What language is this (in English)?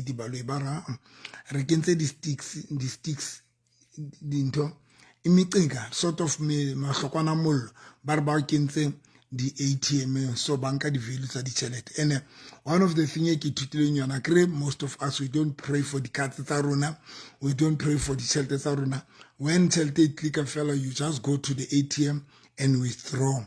Southern Sotho